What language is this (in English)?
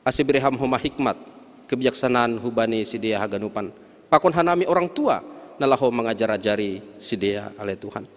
Batak Simalungun